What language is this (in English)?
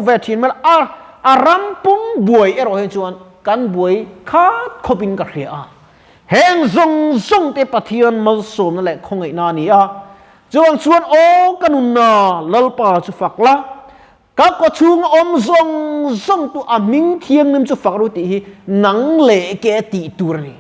Mizo